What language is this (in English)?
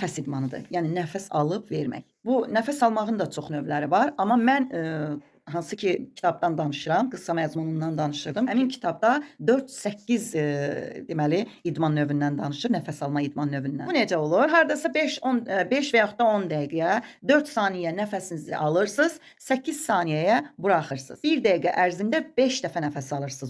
Azerbaijani